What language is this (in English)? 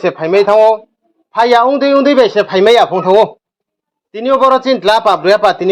Riang (India)